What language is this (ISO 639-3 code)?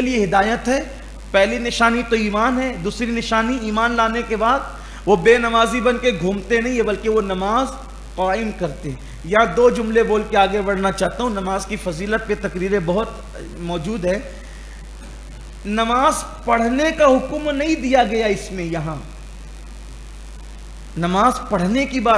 urd